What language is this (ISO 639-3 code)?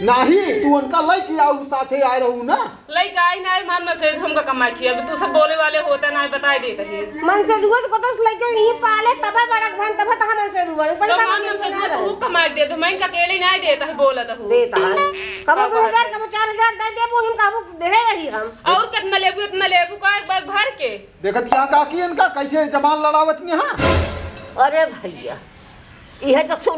awa